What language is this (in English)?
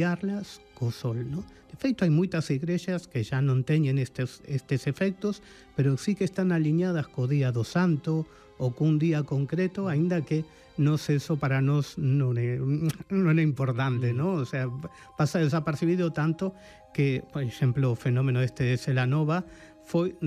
Galician